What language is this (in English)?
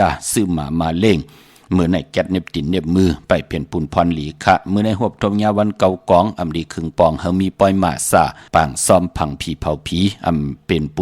Shan